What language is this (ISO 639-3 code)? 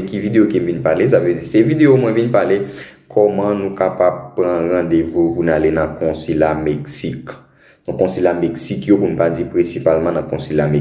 hat